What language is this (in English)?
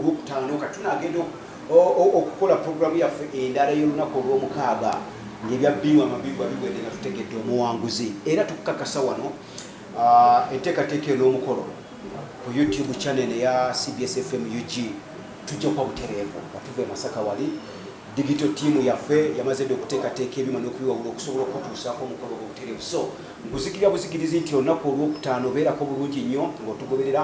Ganda